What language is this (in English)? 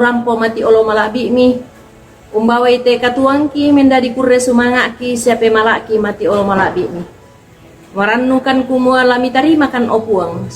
Toraja-Sa'dan